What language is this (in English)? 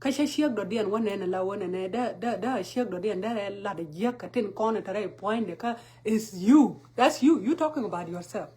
Nuer